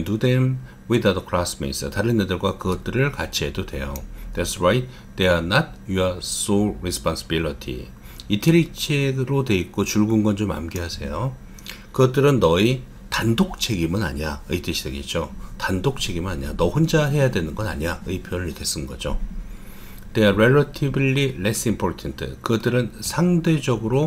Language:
Korean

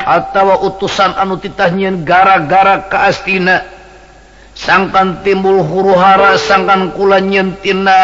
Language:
Sundanese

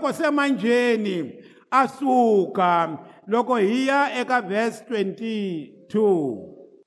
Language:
Tsonga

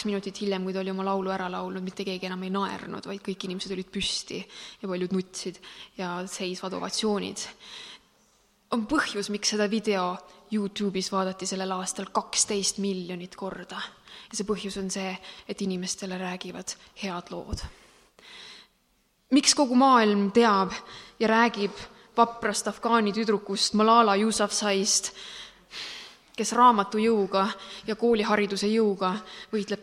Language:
Estonian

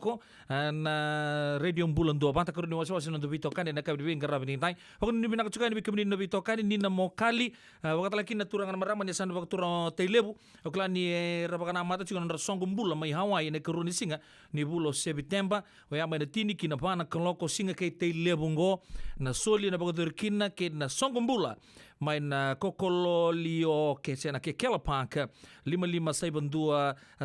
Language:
Fijian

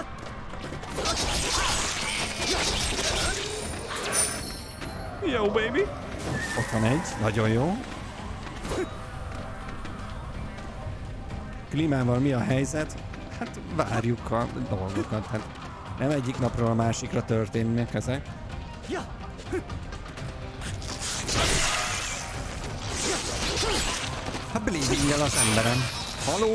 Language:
Hungarian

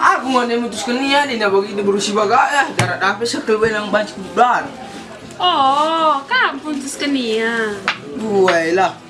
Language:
Batak Karo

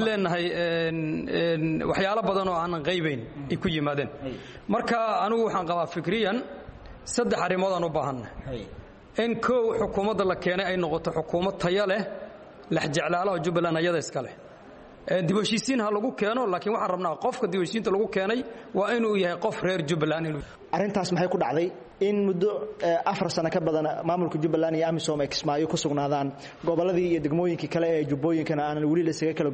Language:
Somali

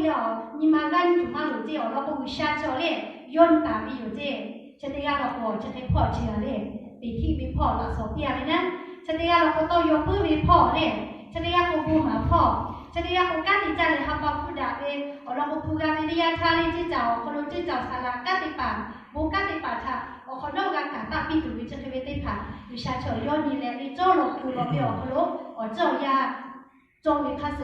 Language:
Lahu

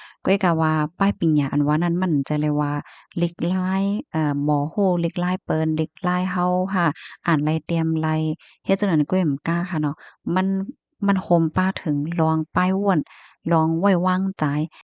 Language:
Shan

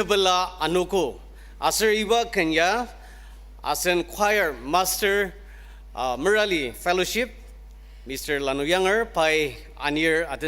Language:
Ao Naga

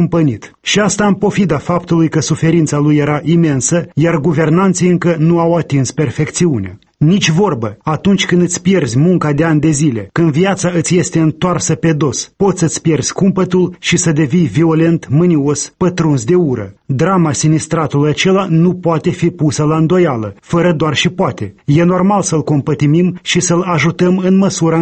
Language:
Romanian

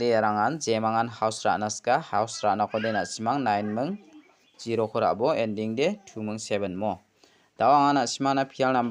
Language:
Garo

